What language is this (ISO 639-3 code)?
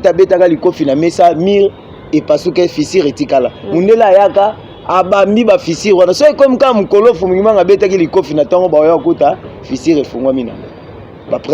lin